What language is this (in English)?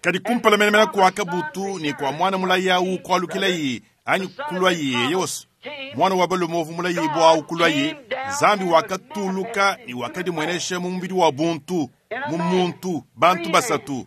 Luba-Lulua